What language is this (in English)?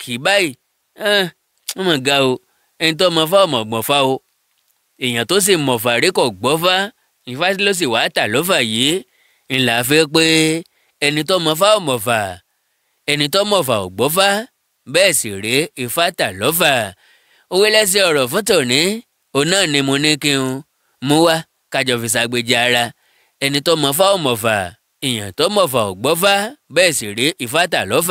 Yoruba